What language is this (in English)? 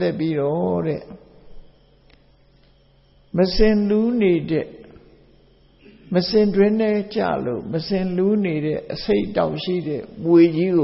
Burmese